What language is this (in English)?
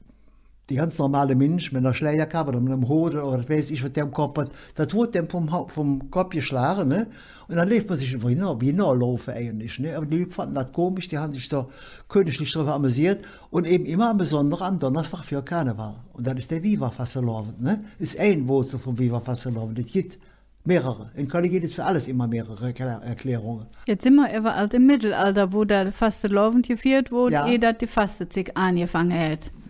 Colognian